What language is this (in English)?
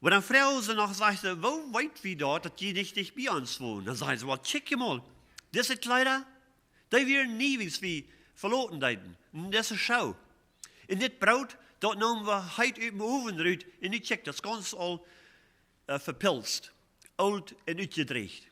Plautdietsch